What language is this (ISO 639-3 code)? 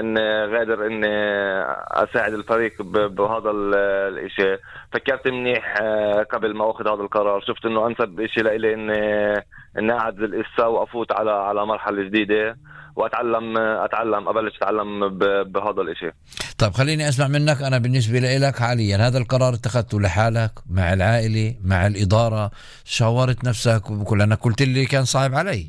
apc